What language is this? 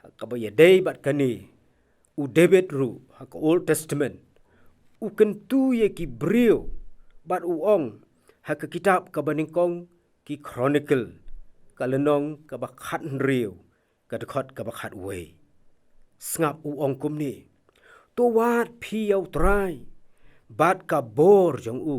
Khasi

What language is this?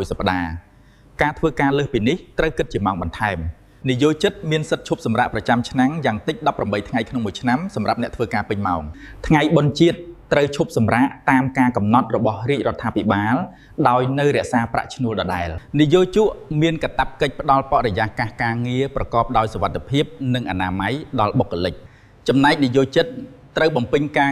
Khmer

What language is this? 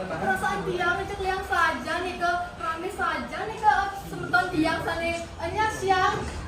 Balinese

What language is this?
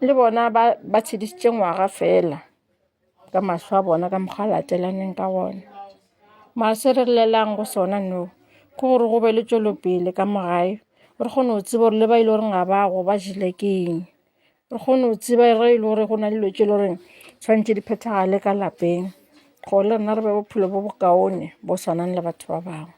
Northern Sotho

